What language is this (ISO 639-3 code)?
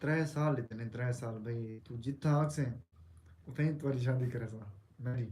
skr